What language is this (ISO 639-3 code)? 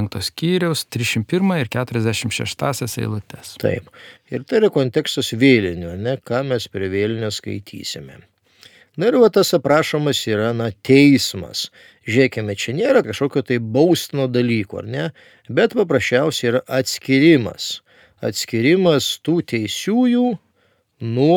lit